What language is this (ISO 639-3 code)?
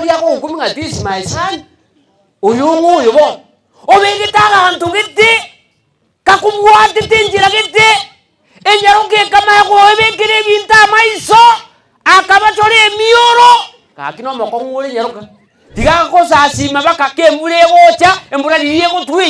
guz